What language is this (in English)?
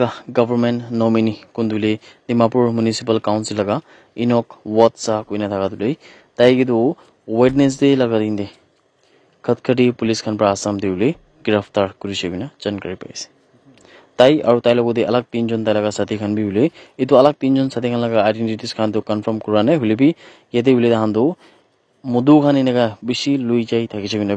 Naga Pidgin